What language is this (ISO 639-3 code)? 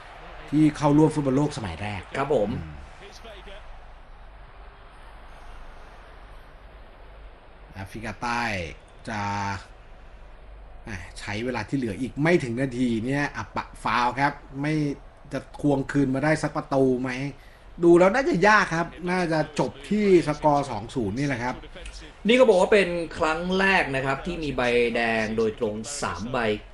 tha